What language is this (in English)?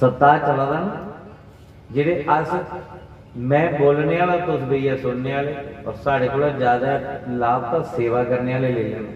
Dogri